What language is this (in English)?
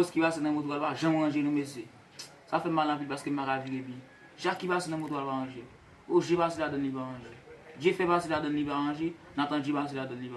Haitian Creole